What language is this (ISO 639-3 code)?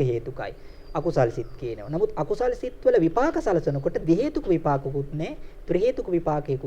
sin